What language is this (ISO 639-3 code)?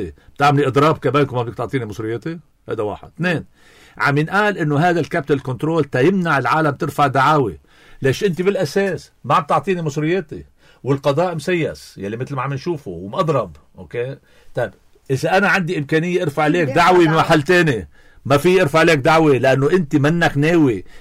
apc